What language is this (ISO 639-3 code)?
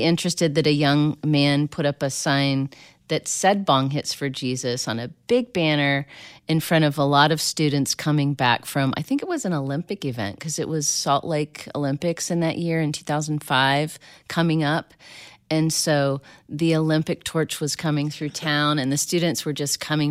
eng